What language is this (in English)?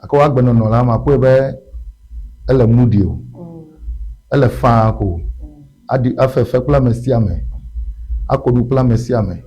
Ewe